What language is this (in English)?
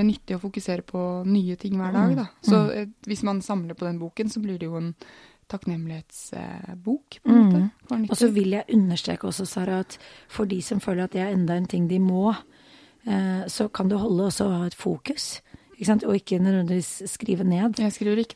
Norwegian